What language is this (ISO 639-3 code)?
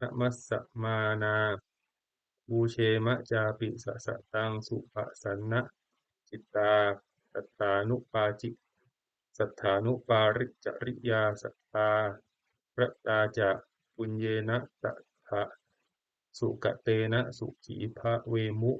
pli